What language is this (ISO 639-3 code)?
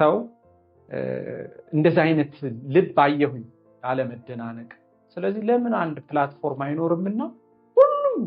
amh